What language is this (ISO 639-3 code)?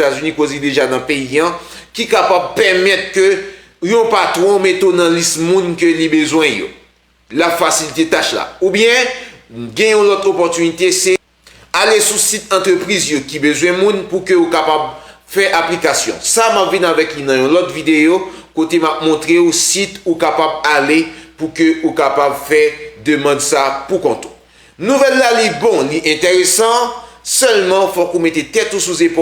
hat